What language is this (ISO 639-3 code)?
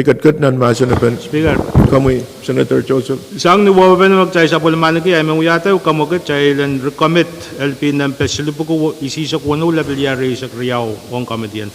pon